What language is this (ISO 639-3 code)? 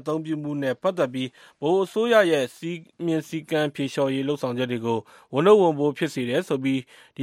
mya